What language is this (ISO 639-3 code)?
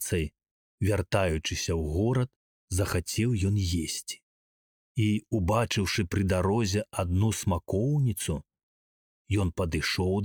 bel